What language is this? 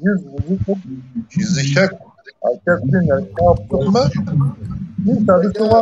Kabardian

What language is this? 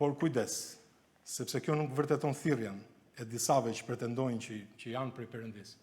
Albanian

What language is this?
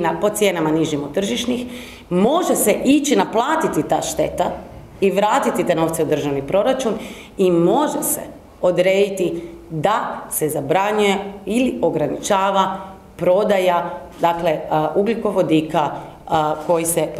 Croatian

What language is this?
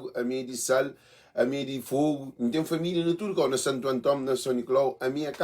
Kabuverdianu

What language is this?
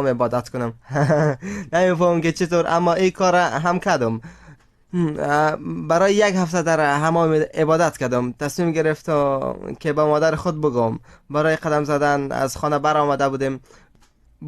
Persian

